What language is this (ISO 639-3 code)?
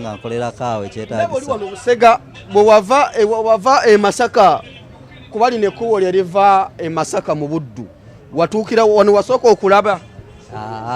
lug